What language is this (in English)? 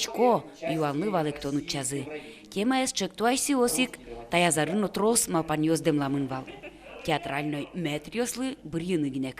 Udmurt